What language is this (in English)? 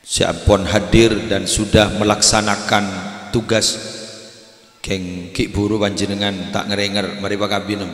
Madurese